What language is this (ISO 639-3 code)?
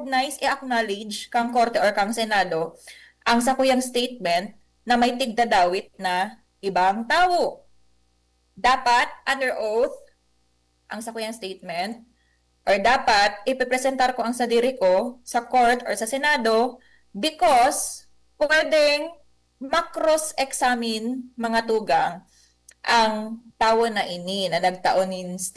bik